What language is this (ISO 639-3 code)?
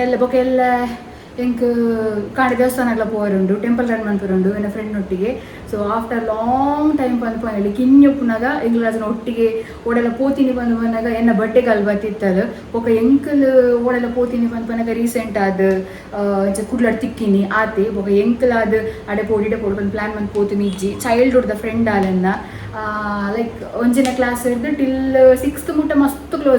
tcy